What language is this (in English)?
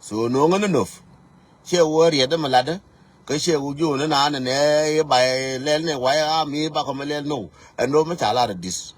Nuer